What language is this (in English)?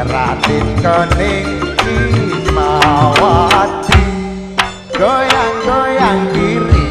Madurese